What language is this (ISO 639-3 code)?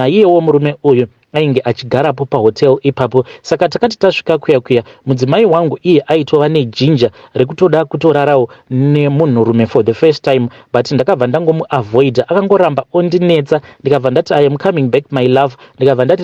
sna